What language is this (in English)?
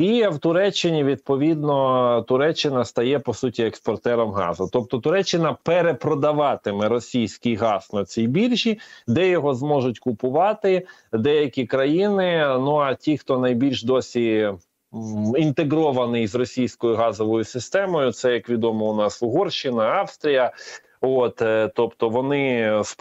Ukrainian